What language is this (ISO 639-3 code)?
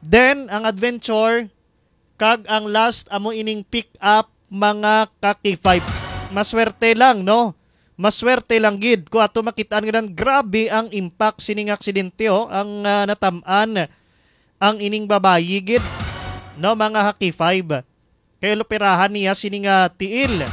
hil